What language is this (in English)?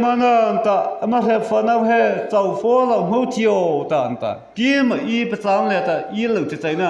Mara Chin